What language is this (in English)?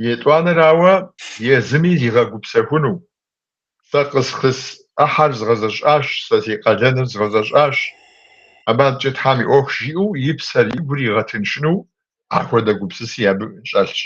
Kabardian